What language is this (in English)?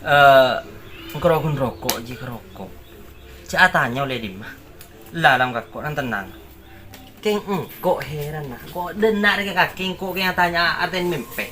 Madurese